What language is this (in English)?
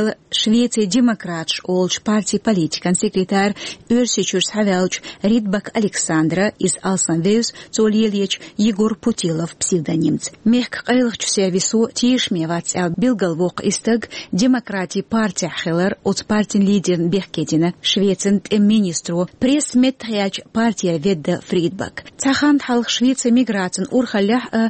Chechen